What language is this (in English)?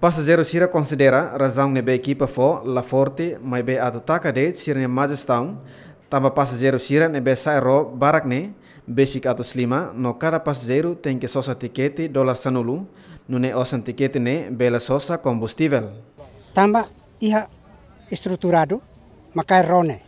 Tetum